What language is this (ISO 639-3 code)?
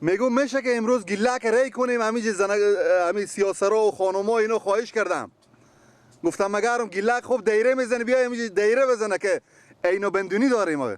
fas